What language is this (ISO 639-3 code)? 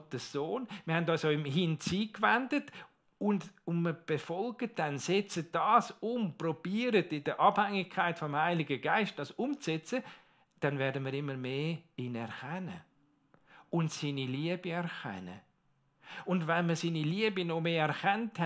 gsw